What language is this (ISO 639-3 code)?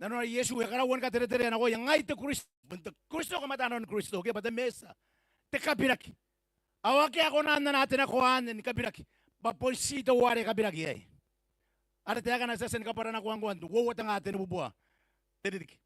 gil